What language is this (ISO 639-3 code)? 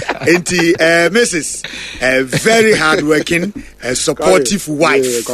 aka